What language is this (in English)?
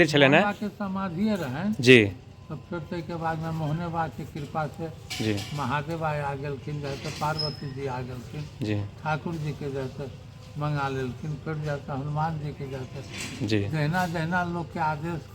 Maithili